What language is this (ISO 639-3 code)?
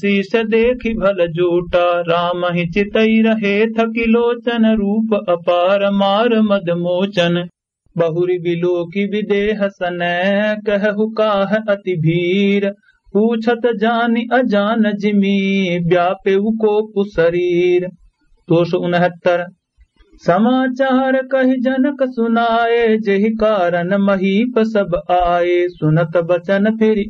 awa